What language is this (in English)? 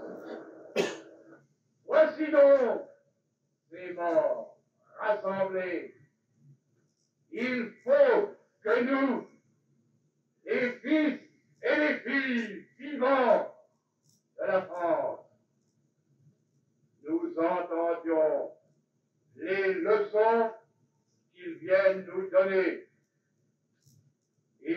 French